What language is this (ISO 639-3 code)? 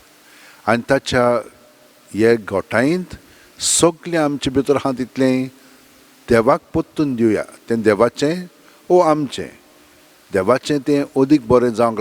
kok